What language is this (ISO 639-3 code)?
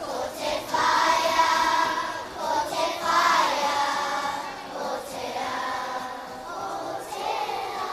mri